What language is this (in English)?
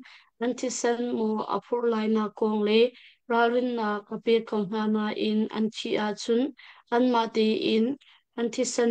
Hakha Chin